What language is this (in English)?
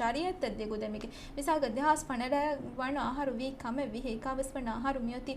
Divehi